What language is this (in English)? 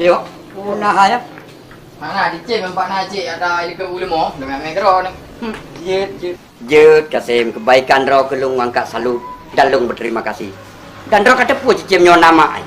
Achinese